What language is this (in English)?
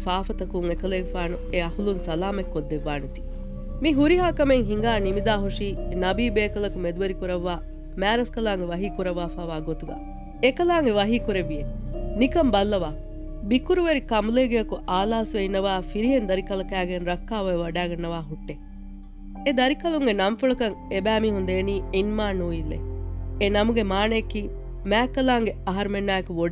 Divehi